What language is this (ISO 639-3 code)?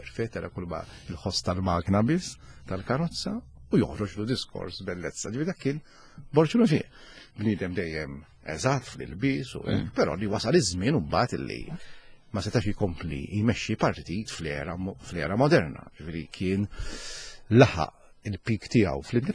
mlt